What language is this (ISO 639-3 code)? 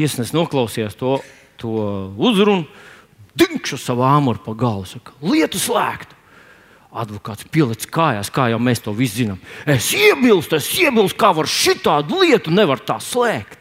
lav